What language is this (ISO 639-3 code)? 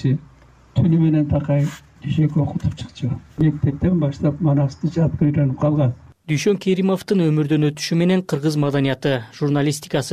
kir